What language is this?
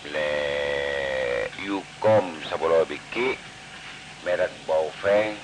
Madurese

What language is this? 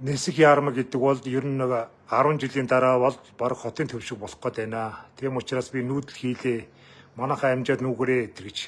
Mongolian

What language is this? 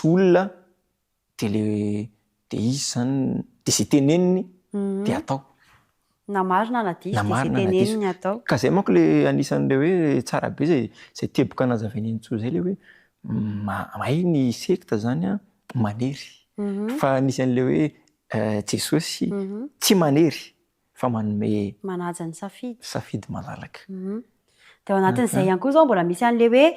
Malagasy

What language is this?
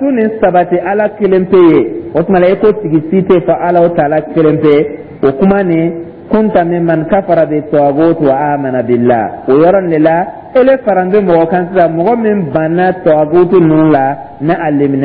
Dyula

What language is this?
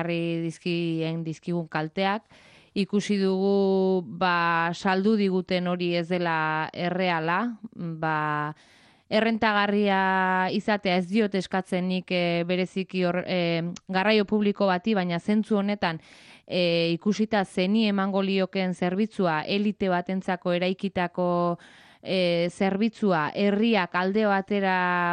Basque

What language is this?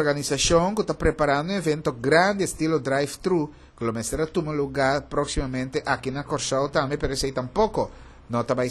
Papiamento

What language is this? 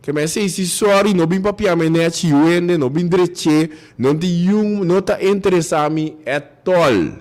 Papiamento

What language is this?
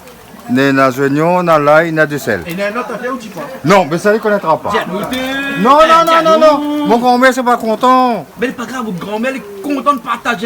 Réunion Creole French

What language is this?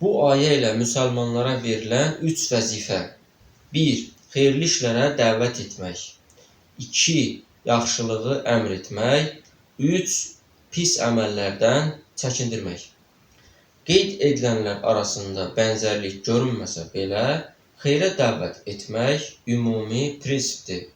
Azerbaijani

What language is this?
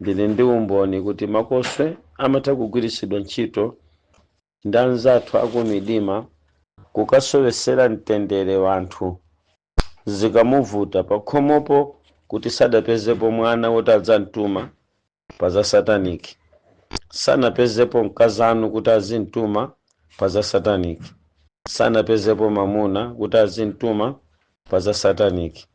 Nyanja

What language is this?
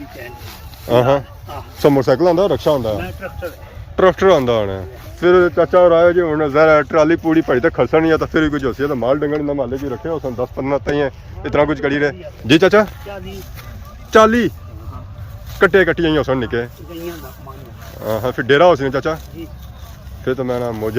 Pahari-Potwari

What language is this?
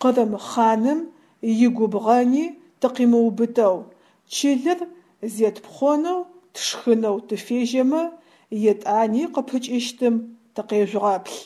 Adyghe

